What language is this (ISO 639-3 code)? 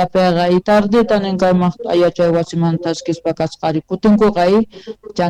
que